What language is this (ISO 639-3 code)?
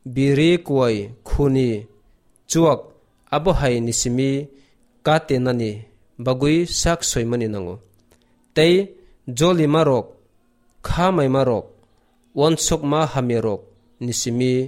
trp